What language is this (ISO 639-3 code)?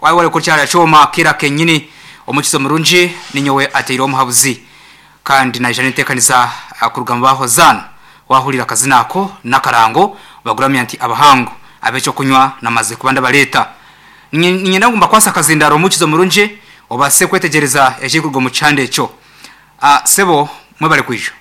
nyn